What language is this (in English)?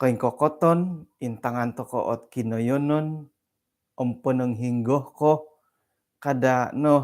Central Dusun